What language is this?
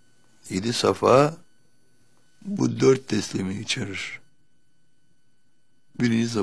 Turkish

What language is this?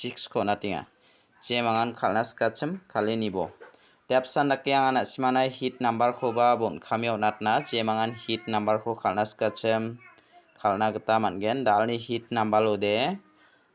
Garo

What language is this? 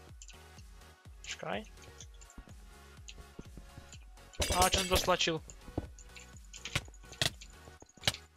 Slovak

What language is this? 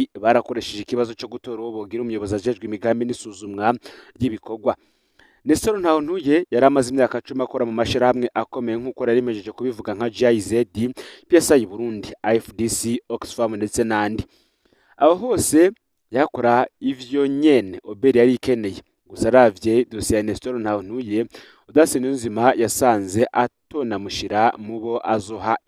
Rundi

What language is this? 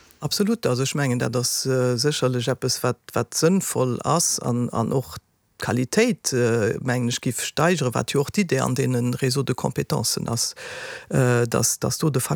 Luxembourgish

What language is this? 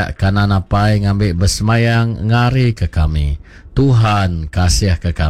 Iban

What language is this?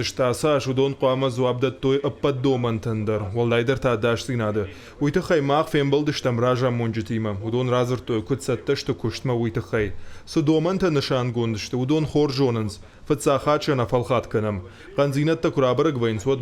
Ossetic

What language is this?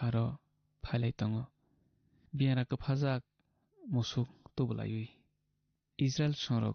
Kok Borok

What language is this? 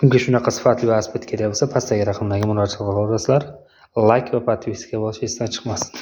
Uzbek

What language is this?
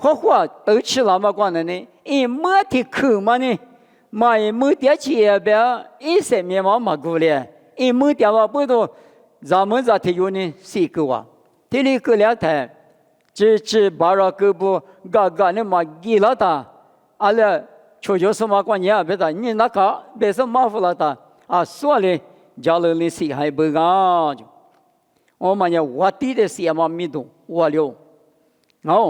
Lisu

